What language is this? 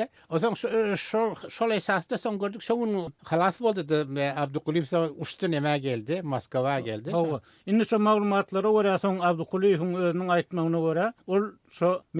Turkmen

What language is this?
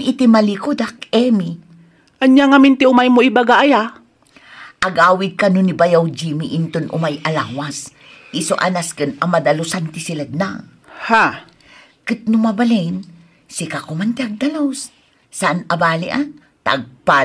Iloko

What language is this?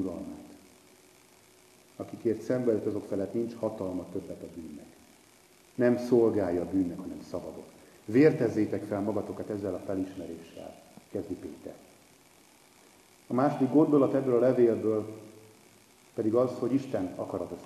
Hungarian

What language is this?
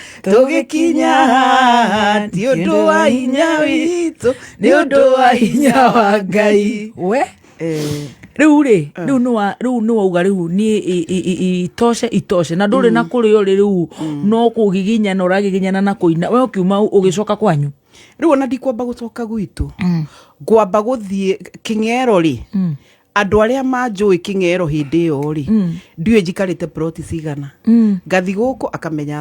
Kikuyu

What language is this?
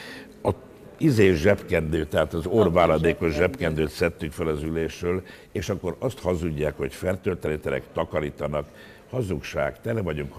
Hungarian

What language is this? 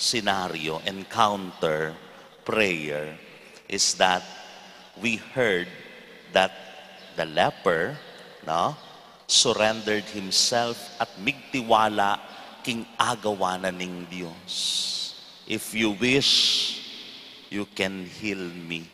Pampanga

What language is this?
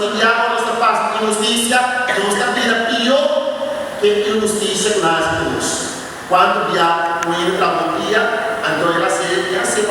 Papiamento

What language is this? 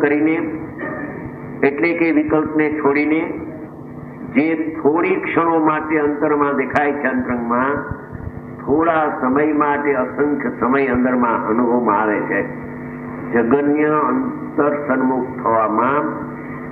Gujarati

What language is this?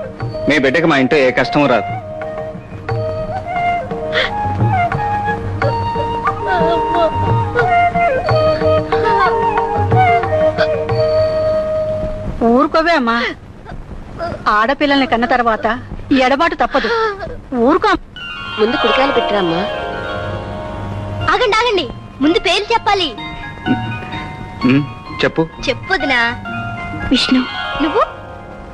Telugu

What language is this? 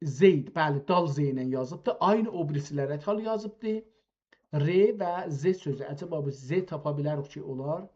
South Azerbaijani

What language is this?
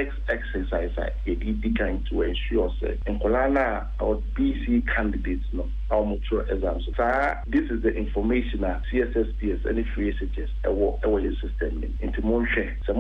Akan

